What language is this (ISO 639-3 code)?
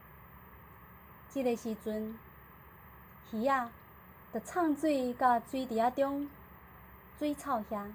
nan